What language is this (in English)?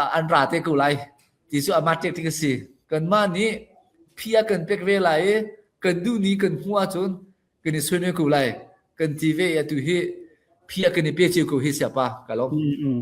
Hakha Chin